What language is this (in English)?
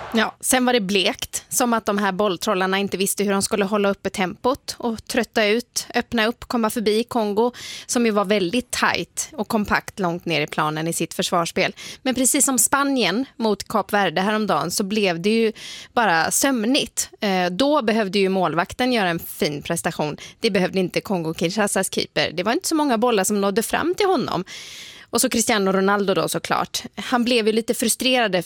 Swedish